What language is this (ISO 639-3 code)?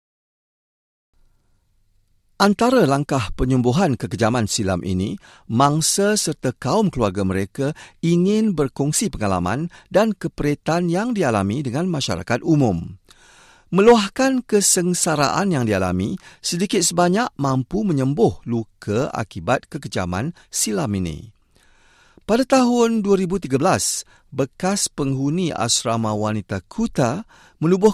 msa